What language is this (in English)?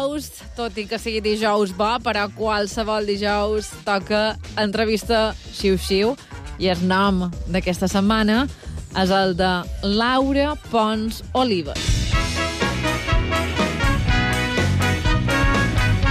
Catalan